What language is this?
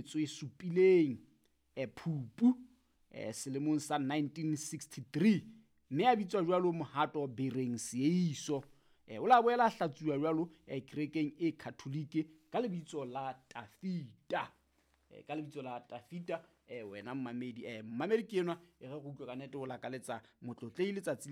Southern Sotho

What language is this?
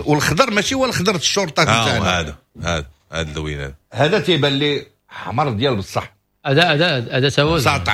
Moroccan Arabic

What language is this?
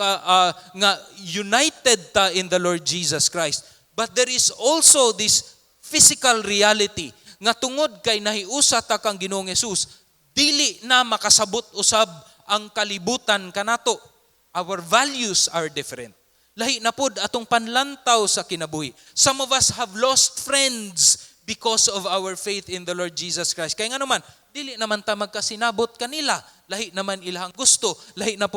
Cebuano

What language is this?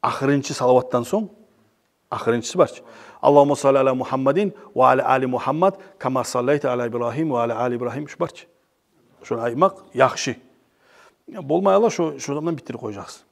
Kumyk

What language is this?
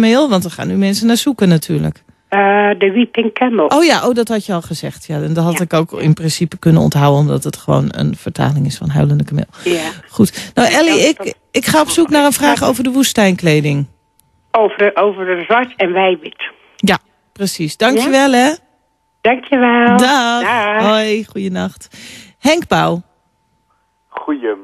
Dutch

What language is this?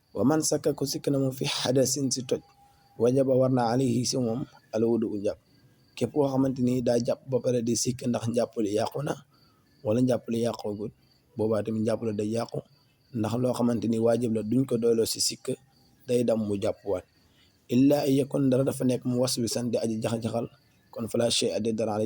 Wolof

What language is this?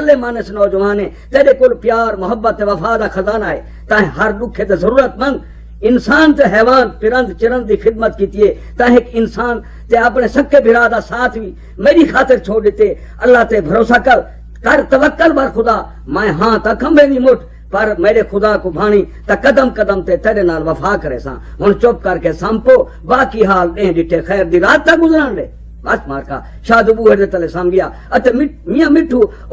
Saraiki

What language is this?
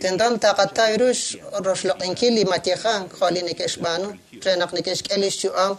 Kekchí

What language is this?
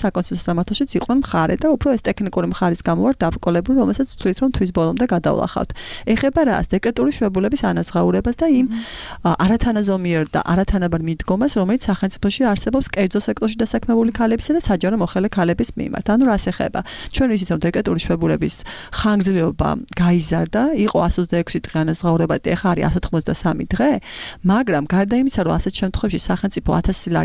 Georgian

